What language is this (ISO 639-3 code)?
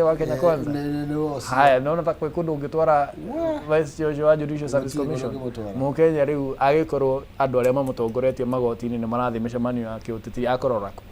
kik